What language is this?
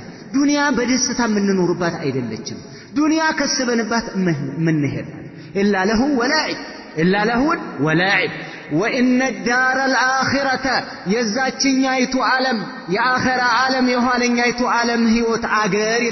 Amharic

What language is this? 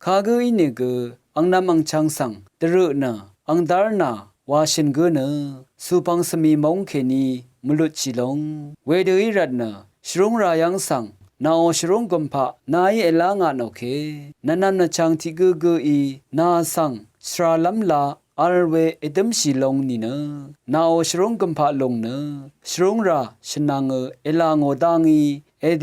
Rawang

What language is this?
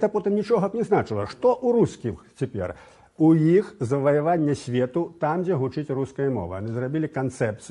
Belarusian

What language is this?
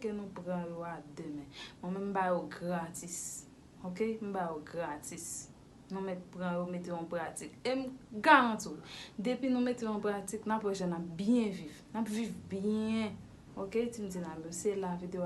Haitian Creole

